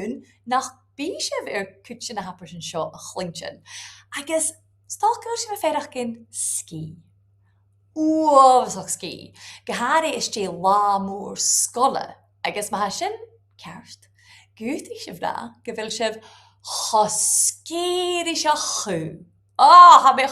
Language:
Scottish Gaelic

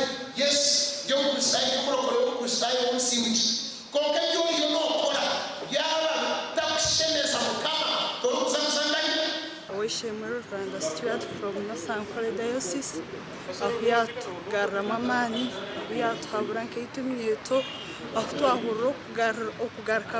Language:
Nyankole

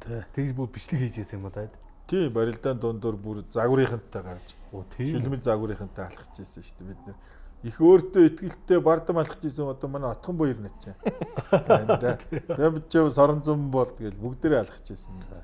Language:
Mongolian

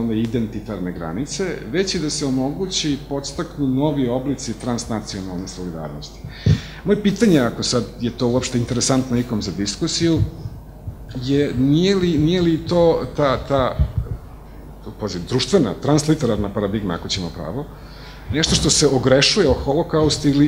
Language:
Serbian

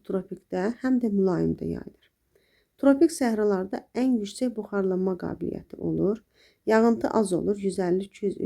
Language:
Azerbaijani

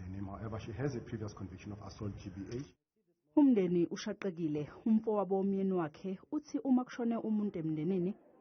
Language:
Zulu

